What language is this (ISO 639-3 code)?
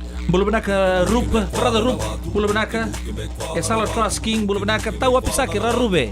fij